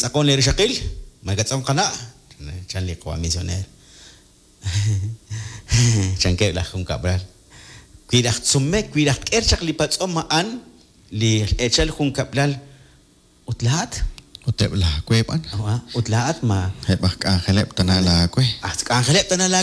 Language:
Kekchí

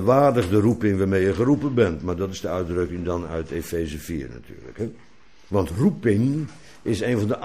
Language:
Dutch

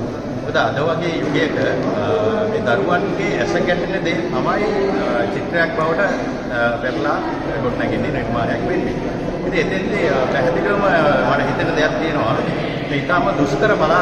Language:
Sinhala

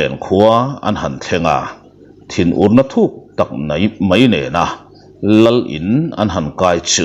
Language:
Mizo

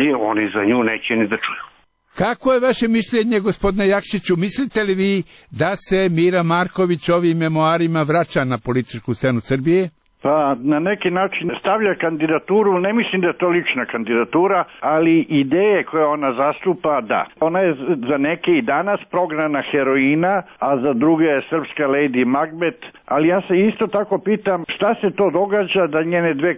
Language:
Serbian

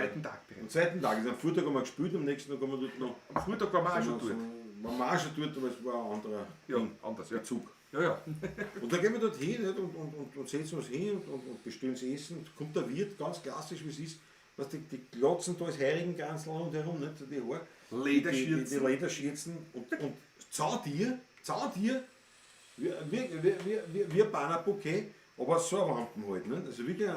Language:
Bavarian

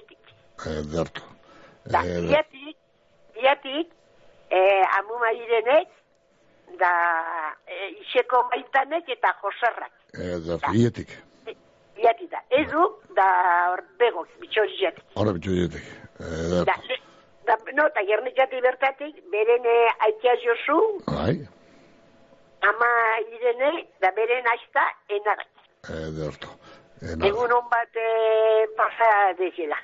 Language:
Basque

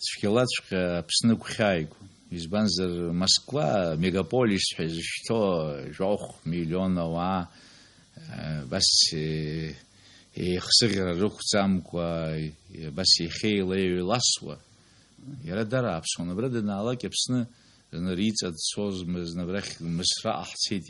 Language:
Abkhazian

